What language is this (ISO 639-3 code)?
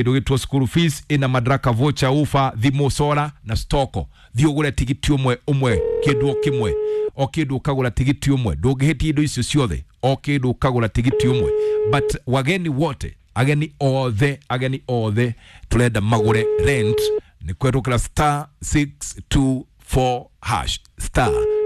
kik